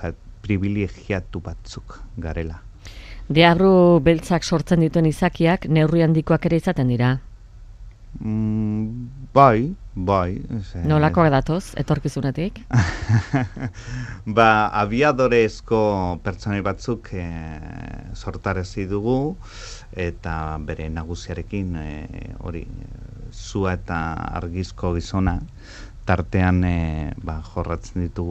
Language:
Basque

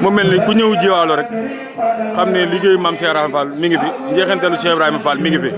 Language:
Wolof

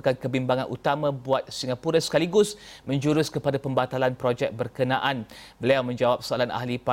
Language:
Malay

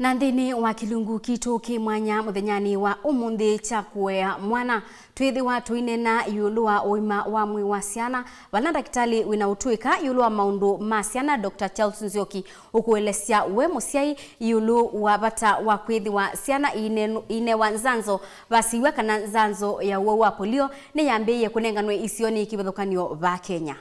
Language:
Kamba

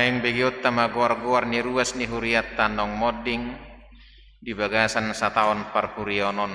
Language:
Batak Toba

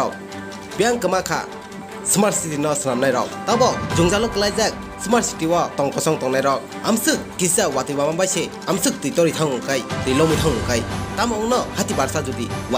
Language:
Kok Borok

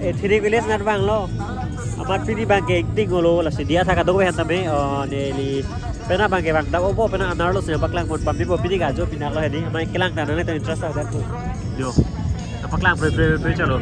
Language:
Karbi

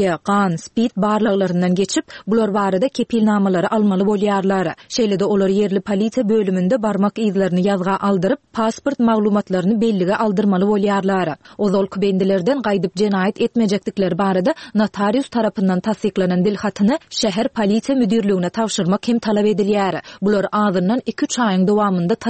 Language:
Turkmen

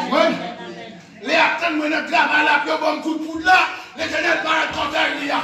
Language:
Haitian Creole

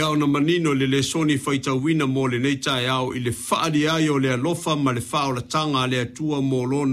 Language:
Samoan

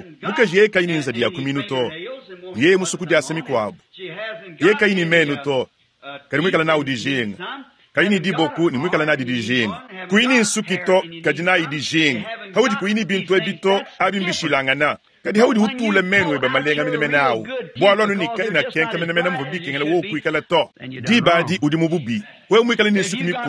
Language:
Luba-Lulua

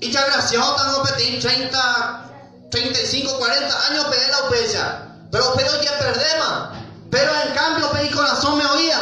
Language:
Guarani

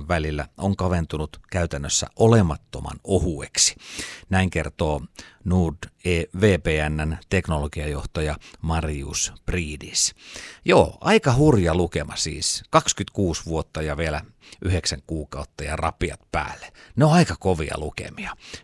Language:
Finnish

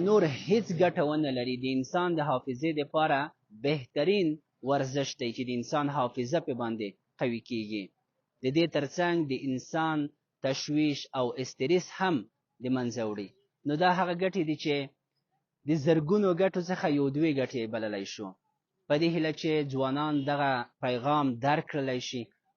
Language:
Pashto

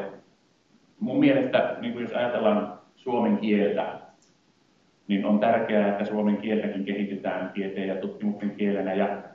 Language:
Finnish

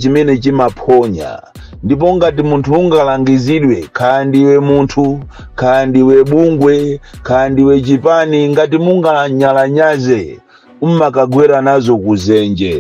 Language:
Nyanja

